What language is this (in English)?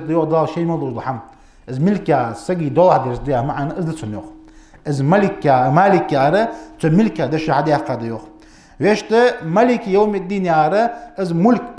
Ingush